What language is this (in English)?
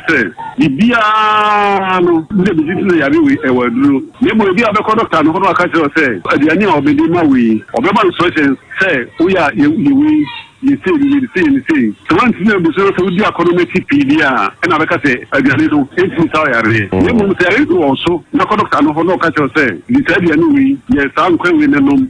Akan